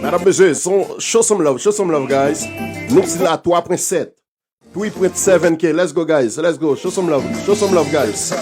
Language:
Haitian Creole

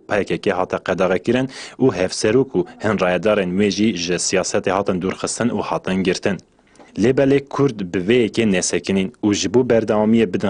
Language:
Kurdish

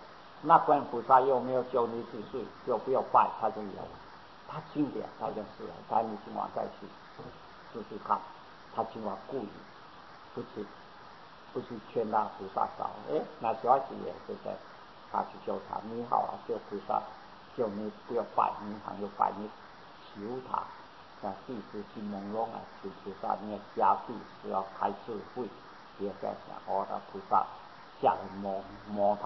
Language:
Chinese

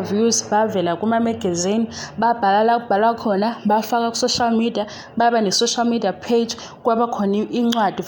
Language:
Zulu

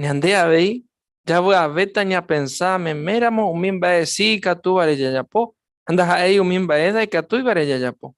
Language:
Guarani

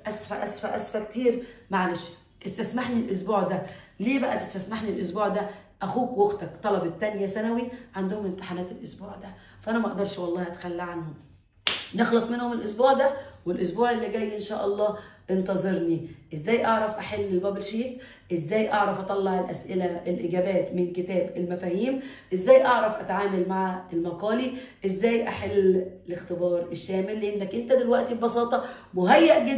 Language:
Egyptian Arabic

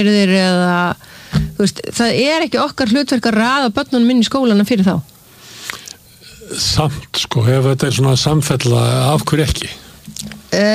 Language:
Icelandic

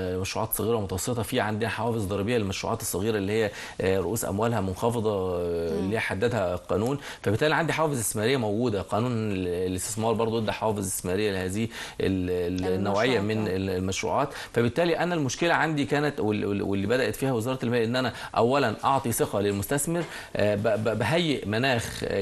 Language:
Egyptian Arabic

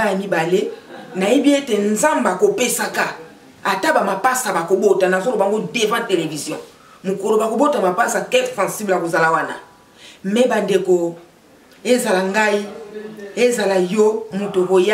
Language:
Lingala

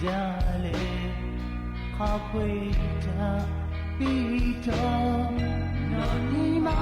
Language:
Lahu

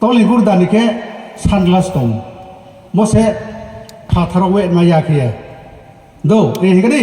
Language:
Riang (India)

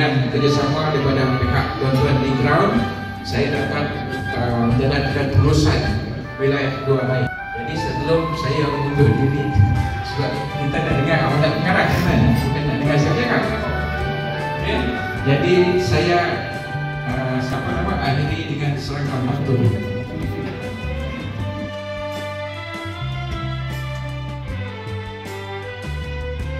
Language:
Malay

